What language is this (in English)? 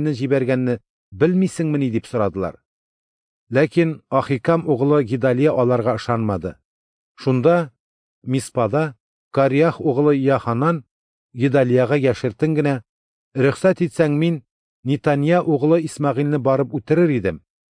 Tatar